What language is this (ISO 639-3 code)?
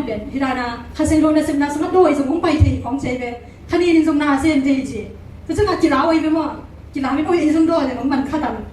ctd